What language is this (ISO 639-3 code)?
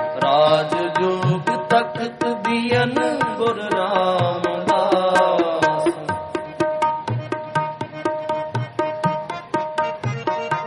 pan